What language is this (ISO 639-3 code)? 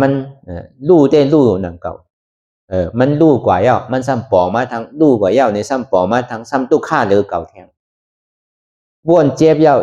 shn